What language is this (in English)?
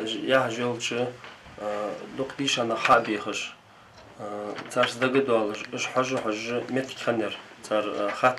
Ingush